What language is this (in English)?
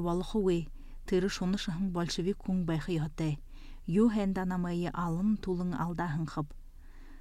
Buriat